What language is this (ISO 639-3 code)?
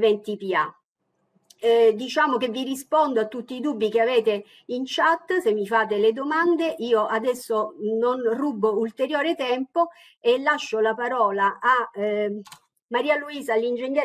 ita